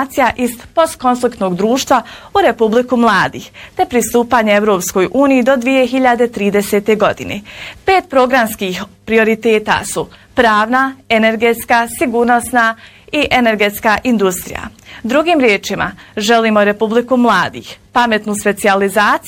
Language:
Bosnian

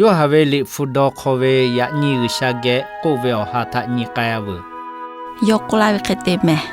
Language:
Lahu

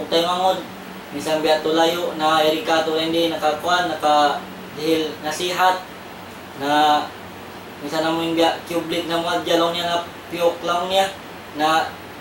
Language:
Tausug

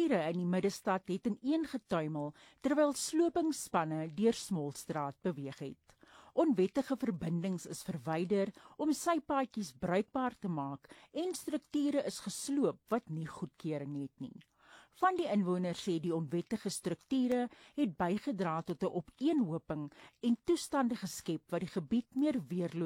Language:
Afrikaans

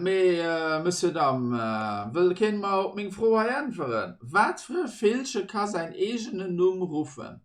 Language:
Luxembourgish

